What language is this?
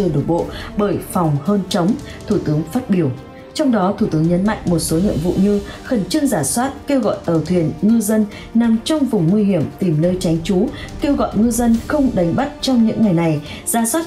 Vietnamese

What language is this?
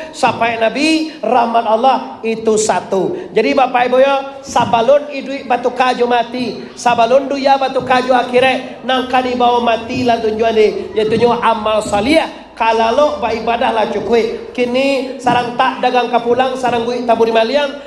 Minangkabau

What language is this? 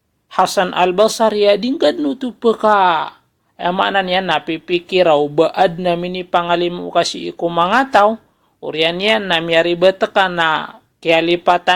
Maranao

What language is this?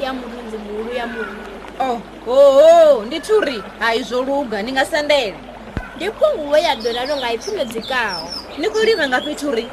Venda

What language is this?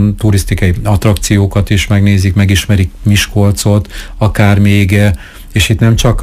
Hungarian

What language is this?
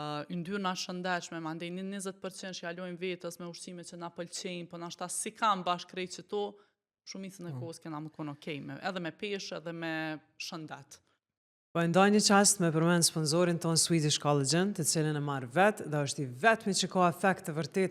Albanian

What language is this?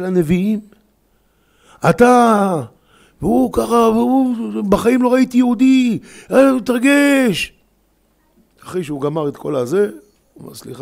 Hebrew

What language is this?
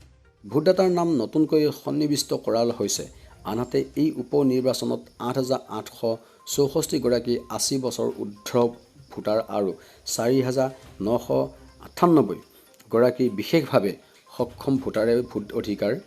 Assamese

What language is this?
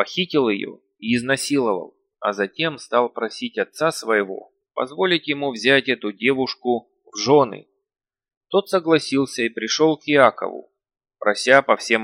Russian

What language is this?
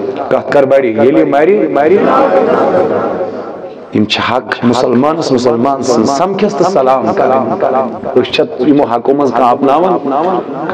Kashmiri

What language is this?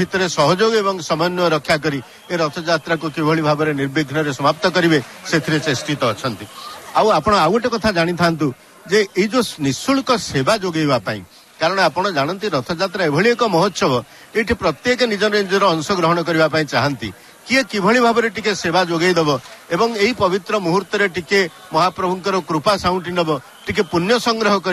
Odia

